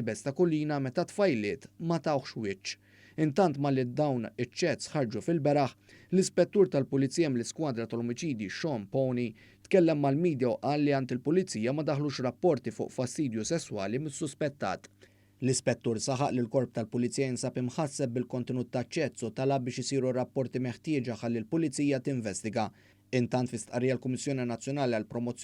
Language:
Maltese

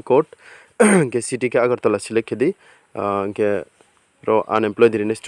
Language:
Riang (India)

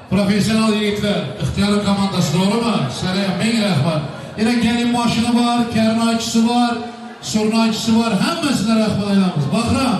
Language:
Turkmen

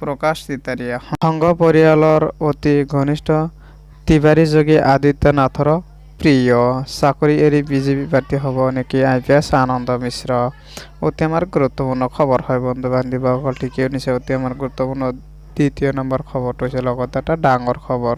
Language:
Assamese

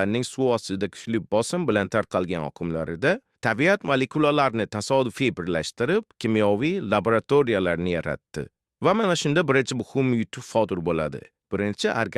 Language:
Uzbek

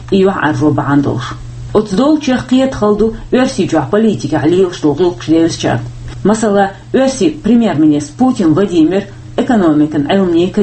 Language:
Chechen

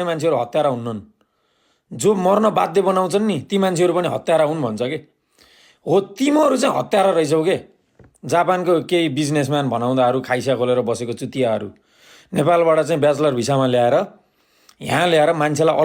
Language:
Nepali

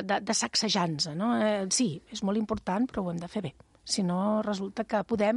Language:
Catalan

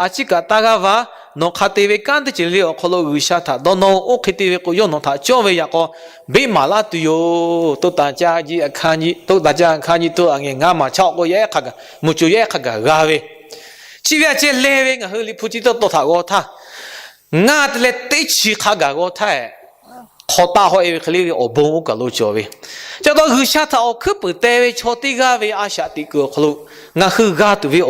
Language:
Lahu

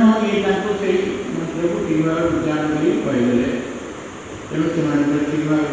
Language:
Odia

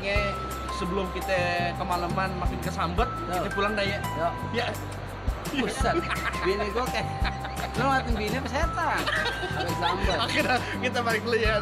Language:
Betawi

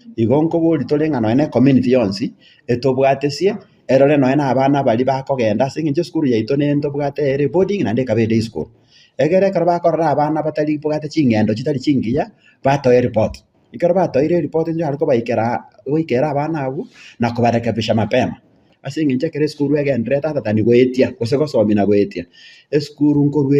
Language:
Gusii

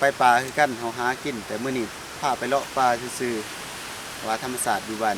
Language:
Lao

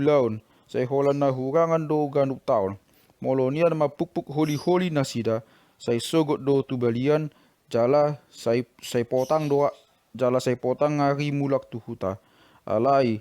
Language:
Batak Toba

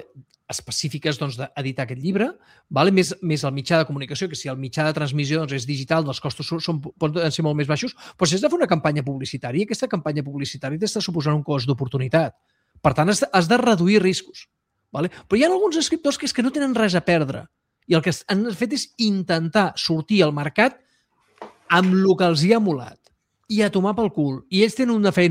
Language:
Catalan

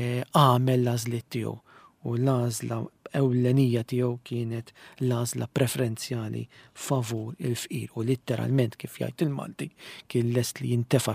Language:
Maltese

